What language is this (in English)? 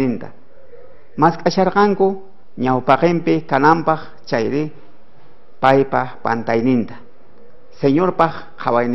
South Bolivian Quechua